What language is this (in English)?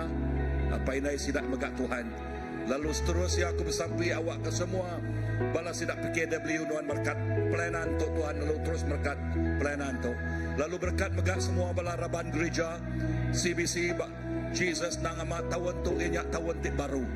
Iban